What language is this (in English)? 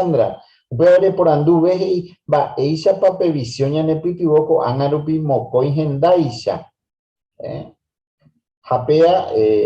Guarani